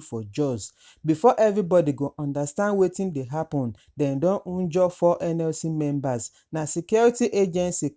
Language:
Nigerian Pidgin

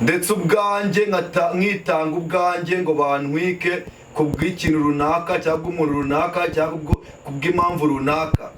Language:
Kinyarwanda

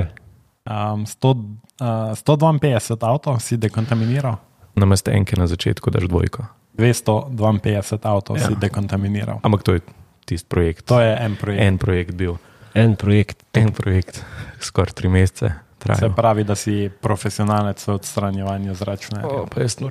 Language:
Slovenian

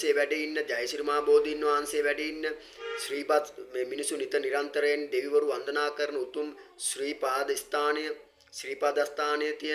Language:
Sinhala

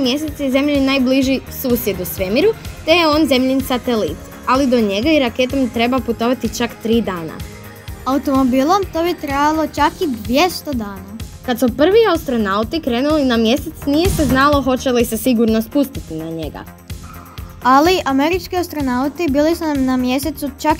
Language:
Croatian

